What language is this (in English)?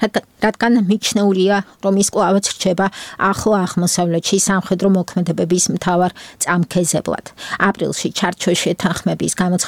Georgian